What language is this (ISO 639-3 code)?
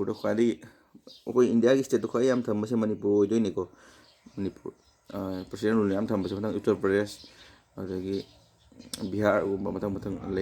mni